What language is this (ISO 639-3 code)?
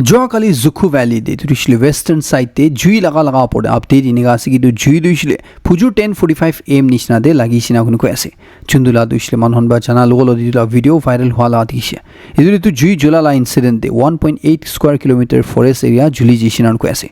nag